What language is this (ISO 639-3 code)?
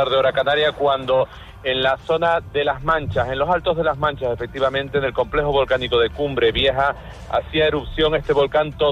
spa